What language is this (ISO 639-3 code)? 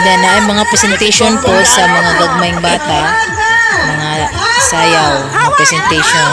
ceb